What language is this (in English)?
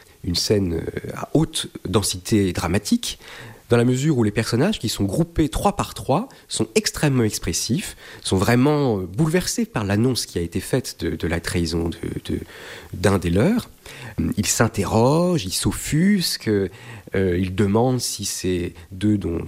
French